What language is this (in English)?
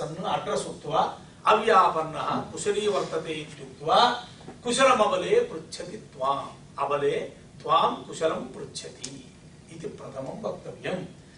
Sanskrit